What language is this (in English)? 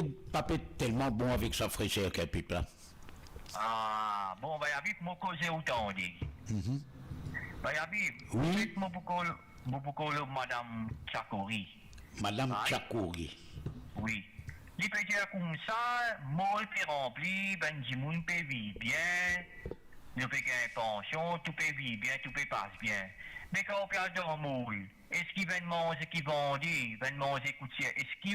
Morisyen